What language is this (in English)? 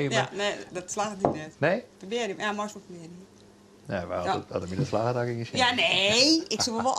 Western Frisian